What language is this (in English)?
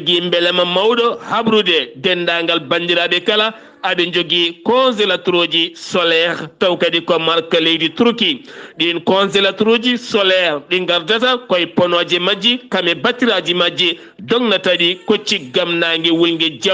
Fula